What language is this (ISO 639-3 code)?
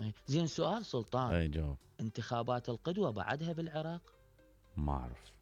acm